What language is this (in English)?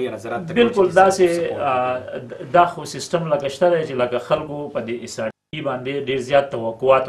Pashto